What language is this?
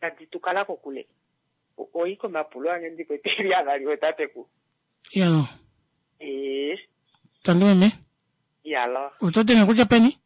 Kuanyama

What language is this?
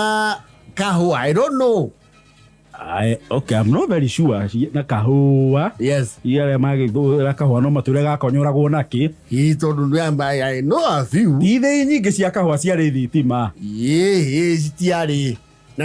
Kikuyu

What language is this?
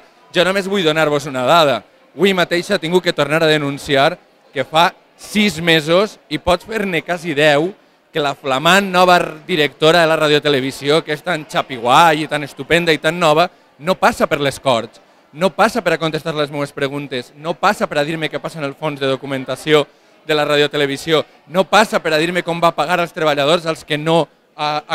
Catalan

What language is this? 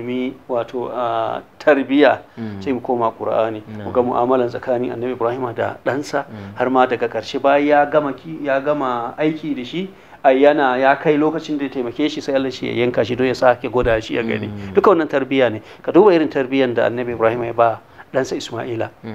Hausa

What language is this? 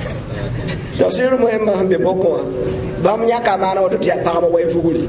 Mossi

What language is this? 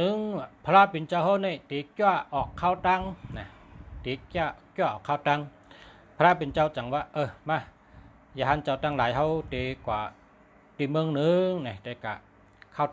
Shan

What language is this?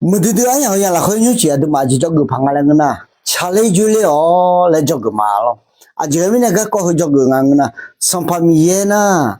Akha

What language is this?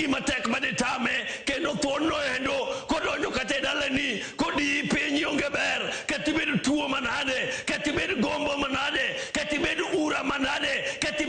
Luo (Kenya and Tanzania)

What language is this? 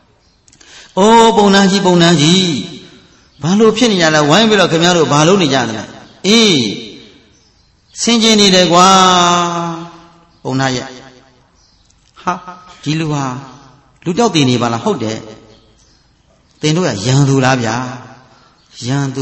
Burmese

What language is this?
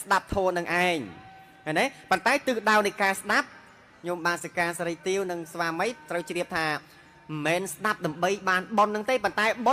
Khmer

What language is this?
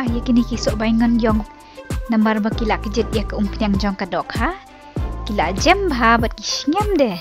Khasi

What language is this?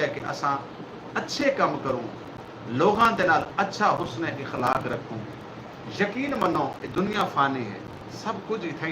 Saraiki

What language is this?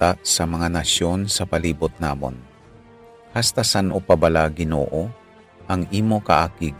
Hiligaynon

